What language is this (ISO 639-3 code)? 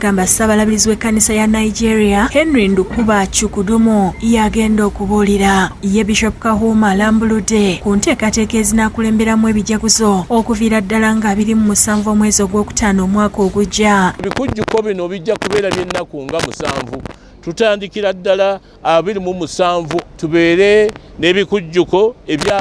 lug